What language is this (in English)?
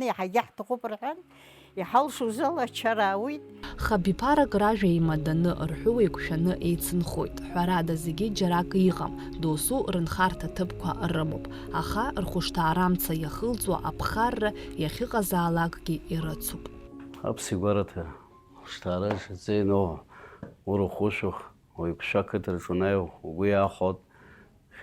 Abkhazian